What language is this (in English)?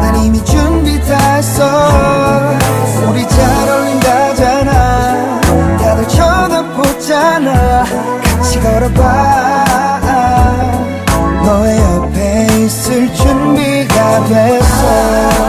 Korean